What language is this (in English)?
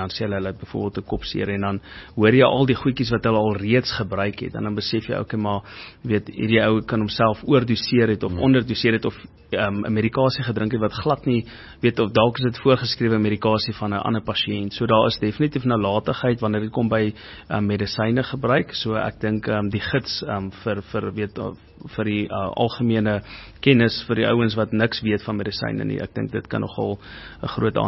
Afrikaans